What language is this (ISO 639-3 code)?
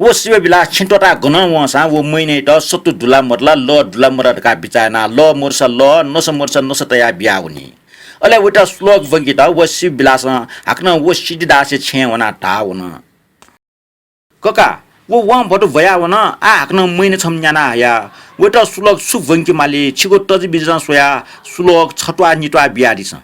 new